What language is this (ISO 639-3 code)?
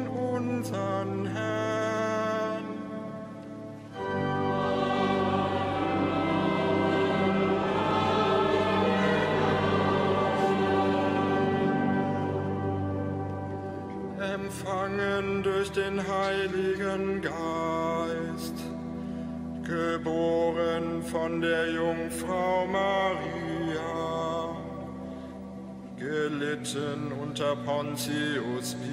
deu